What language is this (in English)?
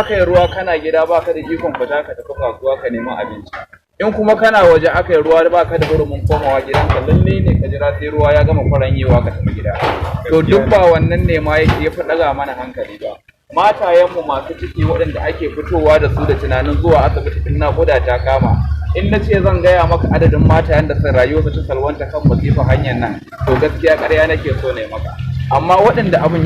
Hausa